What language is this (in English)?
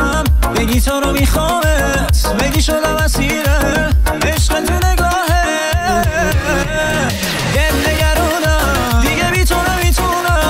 Persian